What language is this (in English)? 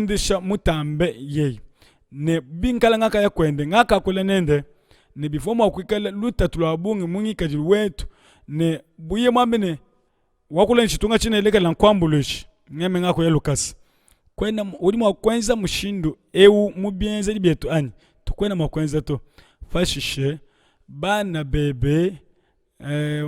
Luba-Lulua